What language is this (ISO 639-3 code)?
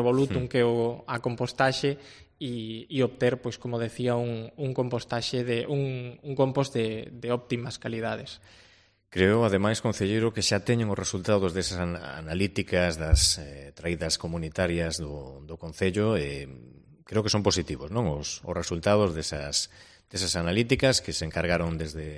glg